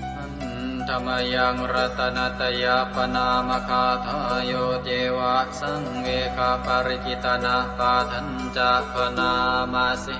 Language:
Pali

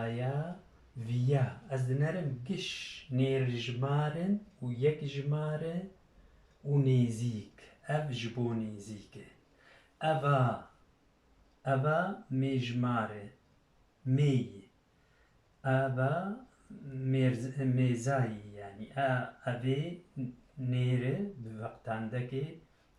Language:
Kurdish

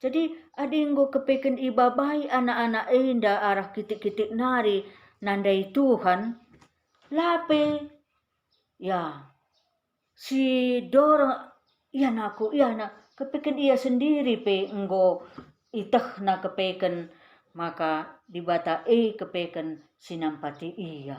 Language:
Batak Karo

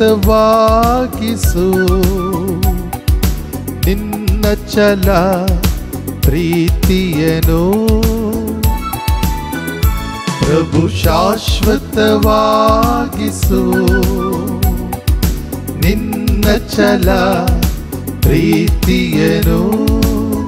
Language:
Kannada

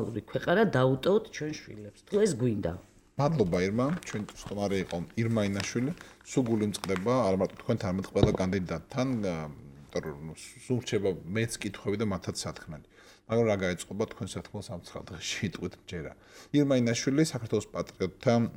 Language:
Georgian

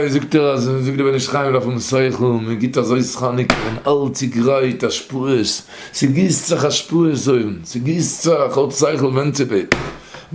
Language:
Yiddish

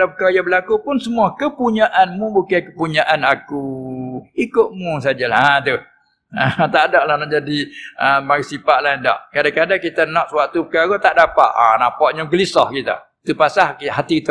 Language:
Malay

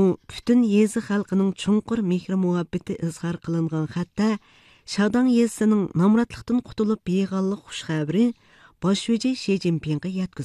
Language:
Uyghur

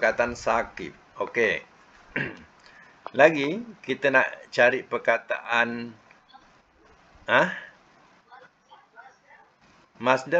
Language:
Malay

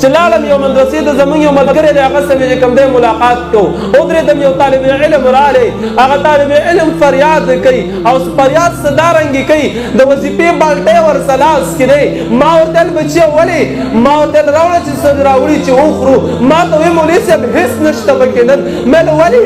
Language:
Pashto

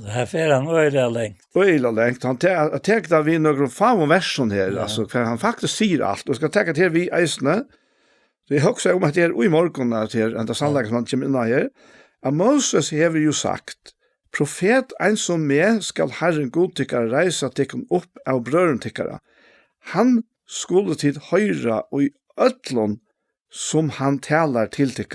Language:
Faroese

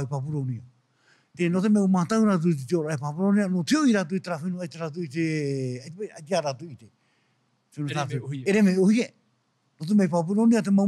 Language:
Tahitian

